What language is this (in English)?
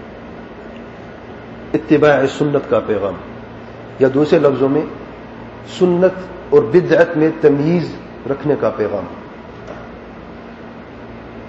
Urdu